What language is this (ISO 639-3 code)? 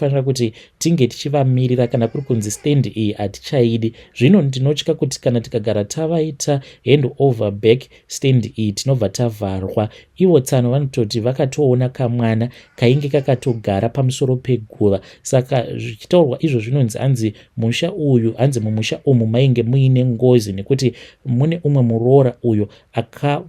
sna